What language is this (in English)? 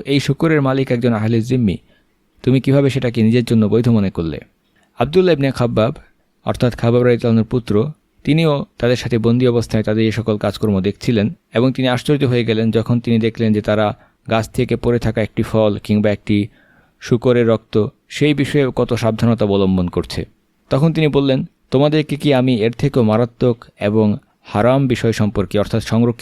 Bangla